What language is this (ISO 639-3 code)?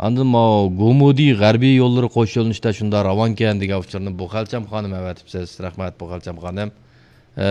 uig